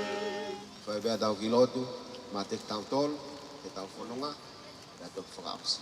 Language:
Tongan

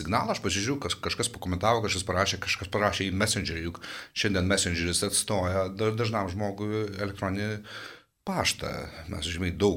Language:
Lithuanian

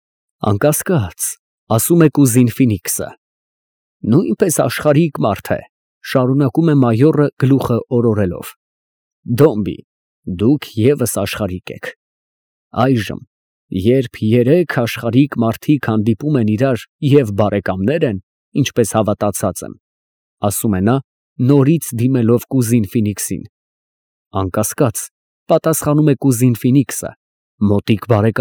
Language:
Armenian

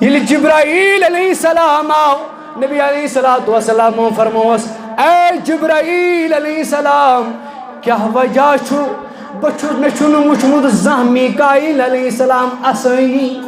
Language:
Kashmiri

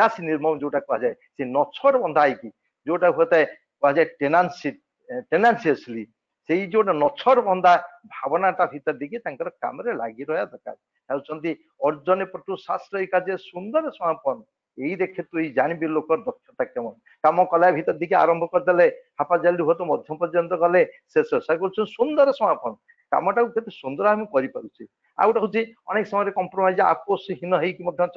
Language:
Odia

